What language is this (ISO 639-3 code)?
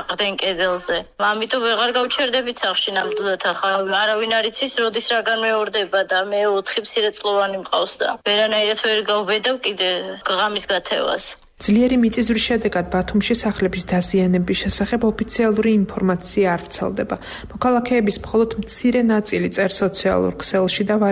kat